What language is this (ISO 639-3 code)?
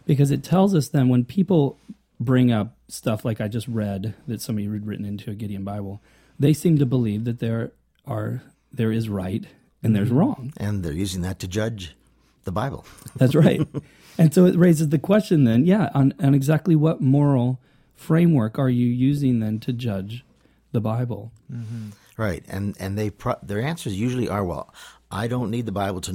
eng